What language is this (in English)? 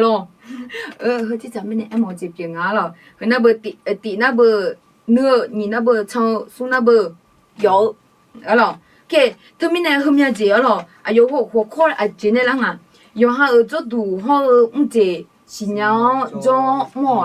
Akha